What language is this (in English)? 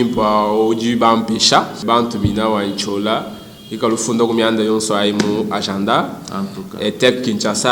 Luba-Lulua